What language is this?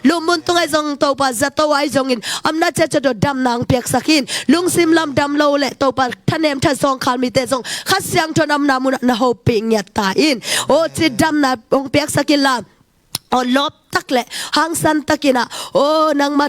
Tedim Chin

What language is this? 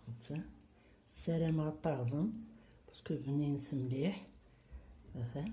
Kabyle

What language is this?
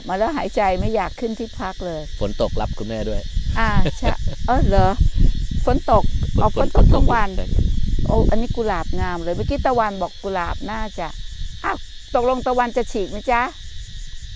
Thai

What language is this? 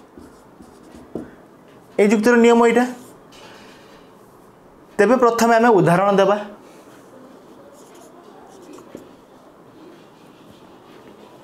Odia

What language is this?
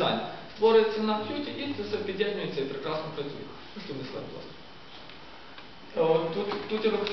Ukrainian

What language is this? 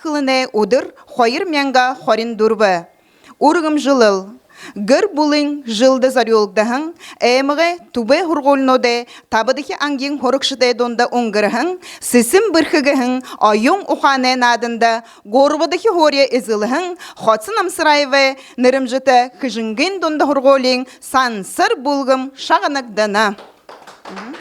Buriat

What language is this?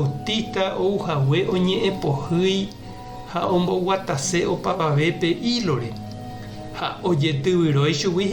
Guarani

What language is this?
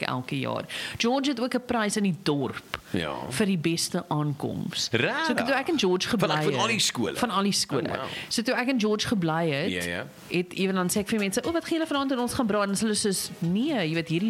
Afrikaans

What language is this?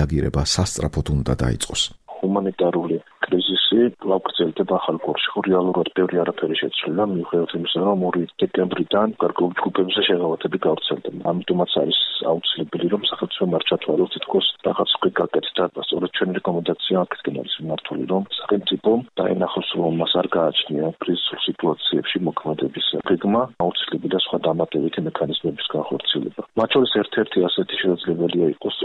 Georgian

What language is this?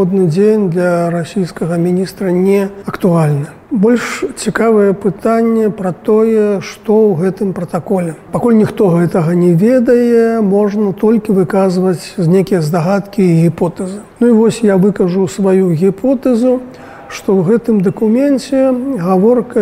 Belarusian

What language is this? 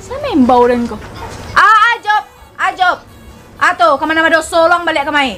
Minangkabau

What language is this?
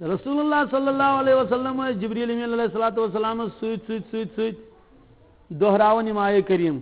Kashmiri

